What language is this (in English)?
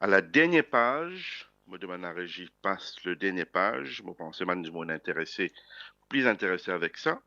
Morisyen